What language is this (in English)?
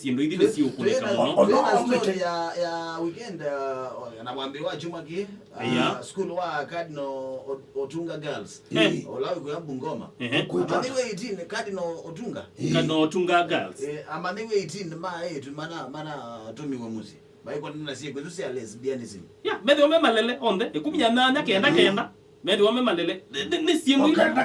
Kamba